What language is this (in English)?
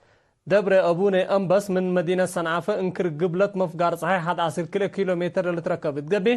Tigre